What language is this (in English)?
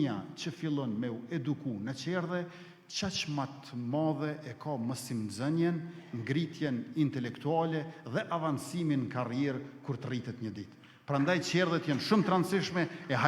Albanian